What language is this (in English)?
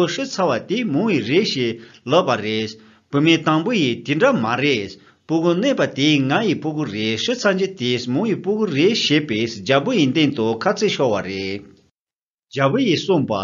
Tibetan